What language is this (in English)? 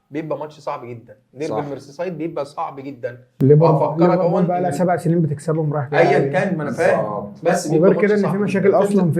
Egyptian Arabic